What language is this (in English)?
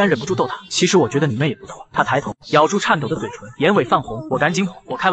Chinese